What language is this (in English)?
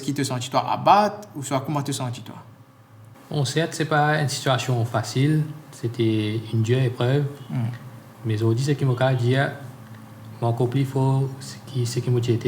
Morisyen